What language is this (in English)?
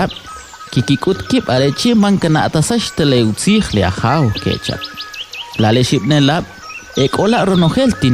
Kʼicheʼ